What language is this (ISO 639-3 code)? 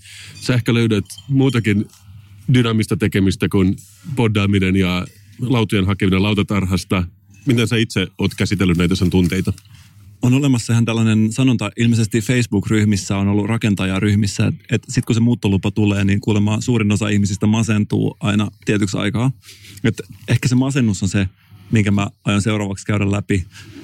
fin